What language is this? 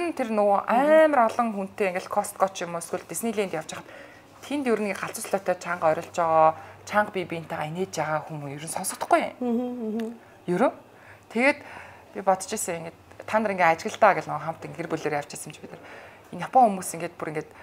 Mongolian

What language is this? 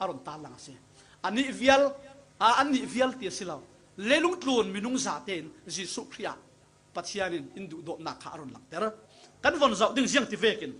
Falam Chin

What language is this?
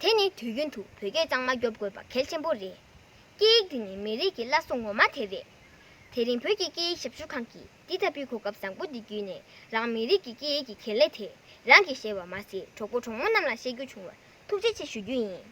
Tibetan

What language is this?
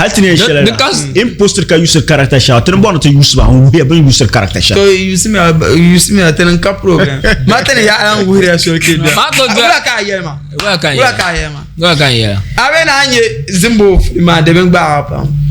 Dagbani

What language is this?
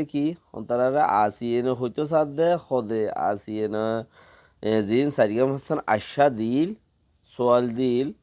Rohingya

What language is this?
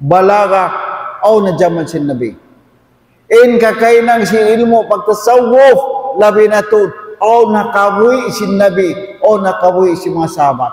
Tausug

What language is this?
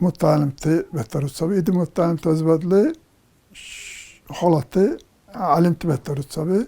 Dargwa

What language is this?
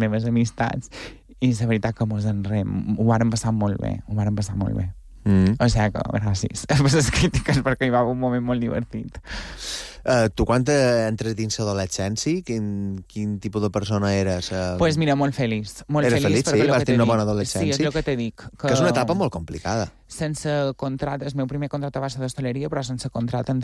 Catalan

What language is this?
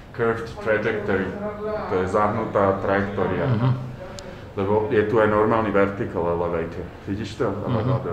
Slovak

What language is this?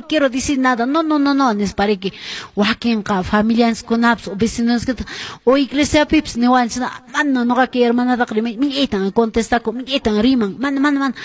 Quechua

